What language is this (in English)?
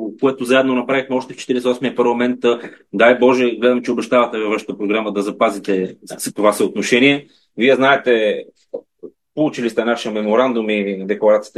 Bulgarian